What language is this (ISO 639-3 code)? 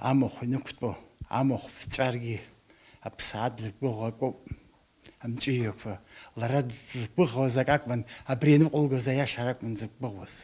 abk